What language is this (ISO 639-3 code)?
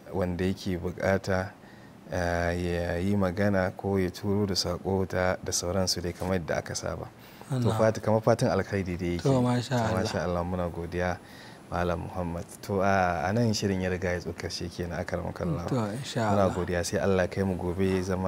hau